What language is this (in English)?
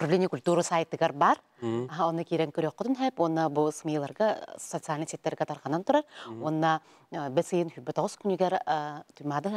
Yakut